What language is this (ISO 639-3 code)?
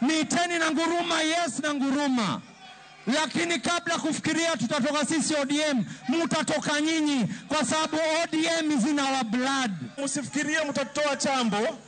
luo